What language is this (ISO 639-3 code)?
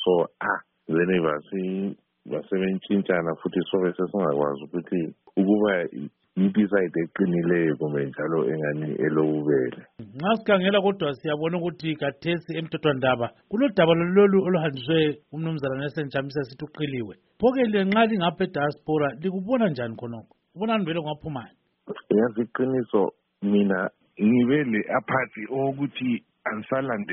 nde